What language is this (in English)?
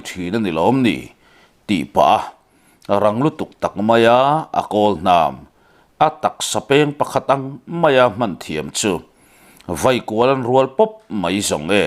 Mizo